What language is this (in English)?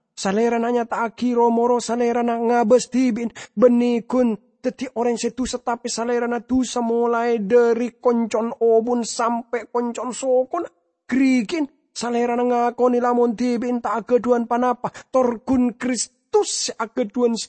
Madurese